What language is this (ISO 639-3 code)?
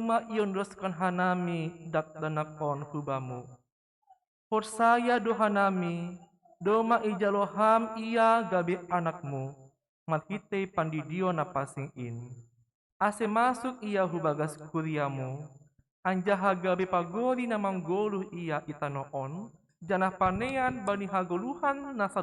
bts